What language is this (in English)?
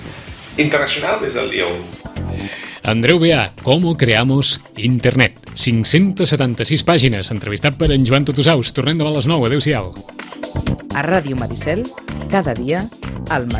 Catalan